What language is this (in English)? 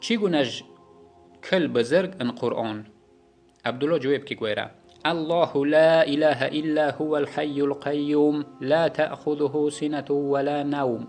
Yazgulyam